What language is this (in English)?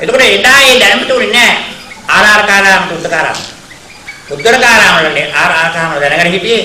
Sinhala